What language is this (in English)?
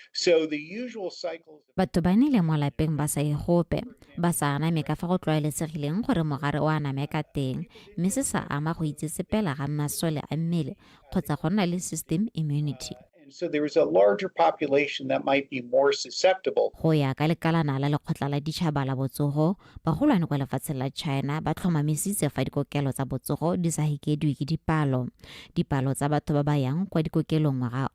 Tswana